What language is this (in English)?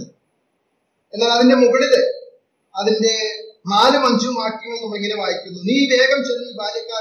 Malayalam